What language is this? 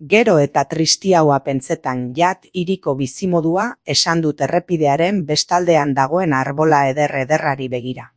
Basque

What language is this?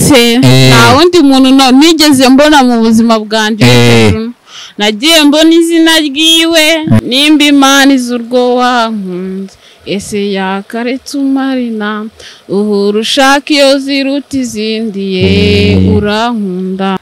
Kinyarwanda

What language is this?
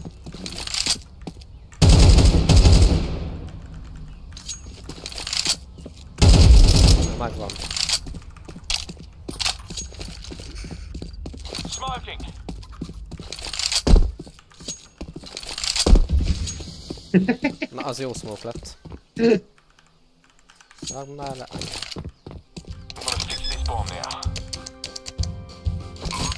Hungarian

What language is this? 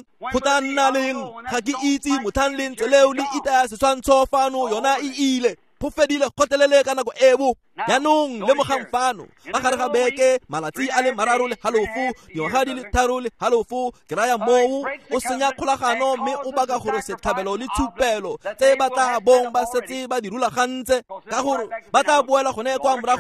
Tswana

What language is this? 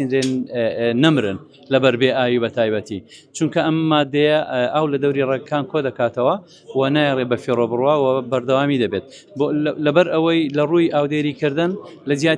Central Kurdish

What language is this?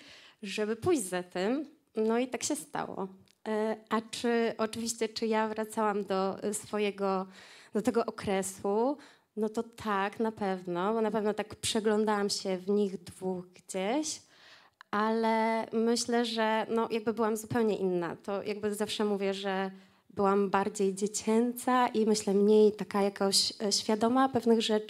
Polish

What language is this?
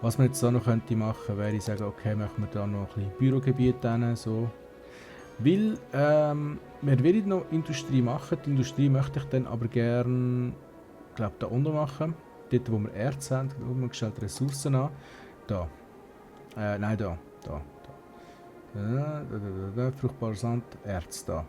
Swiss German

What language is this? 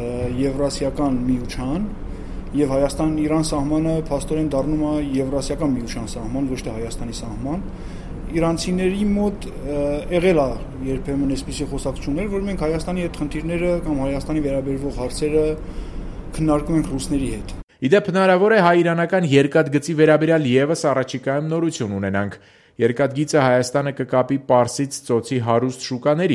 Armenian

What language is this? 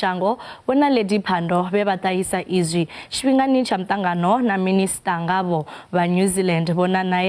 Venda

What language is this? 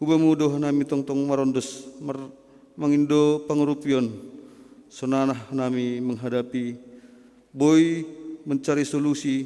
Batak Simalungun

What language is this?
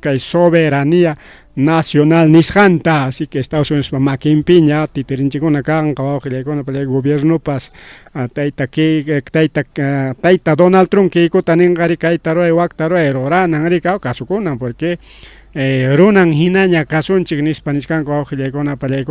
Ayacucho Quechua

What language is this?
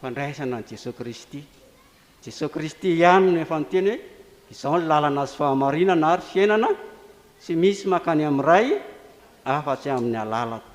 Malagasy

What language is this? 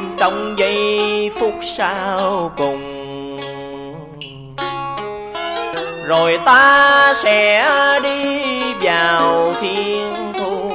Vietnamese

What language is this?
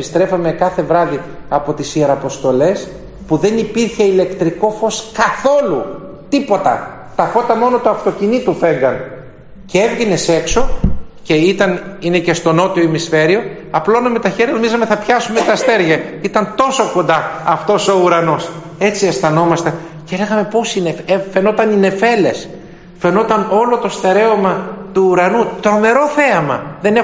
Greek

